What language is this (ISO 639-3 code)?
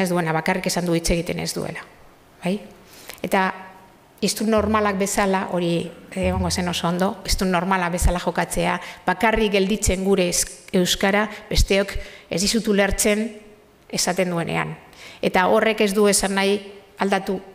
eus